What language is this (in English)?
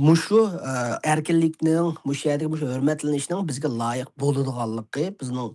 Uyghur